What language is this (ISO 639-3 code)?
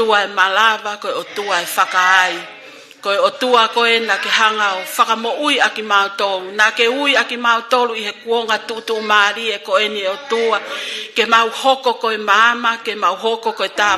ton